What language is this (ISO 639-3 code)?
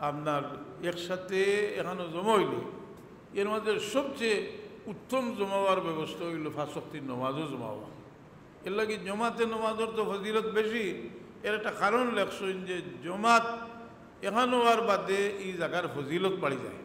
syl